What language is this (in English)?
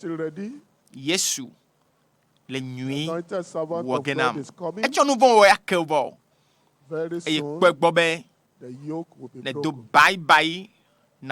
Ewe